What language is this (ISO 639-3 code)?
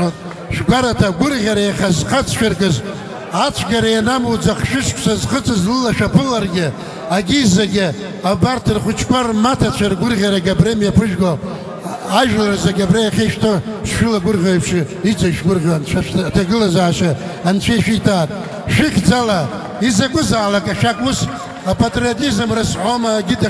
abk